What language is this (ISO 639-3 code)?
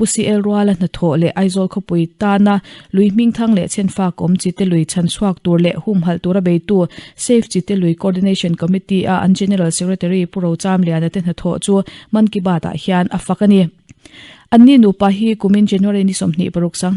lus